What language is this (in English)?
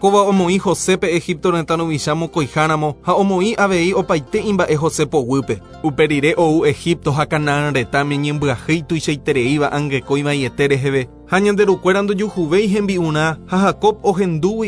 Guarani